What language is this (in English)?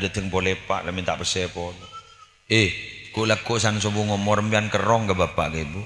Madurese